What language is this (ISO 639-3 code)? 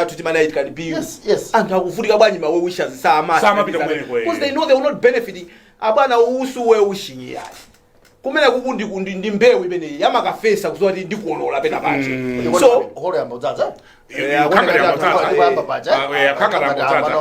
nya